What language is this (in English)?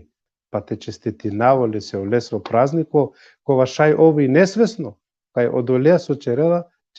Balkan Romani